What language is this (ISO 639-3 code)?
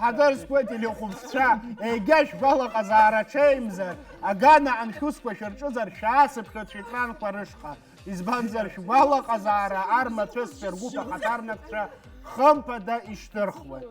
abk